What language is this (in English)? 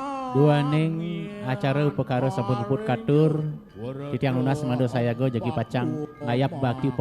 Balinese